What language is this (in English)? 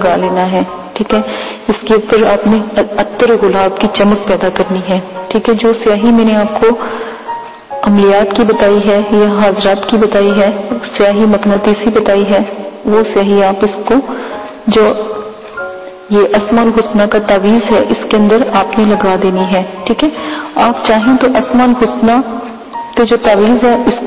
Urdu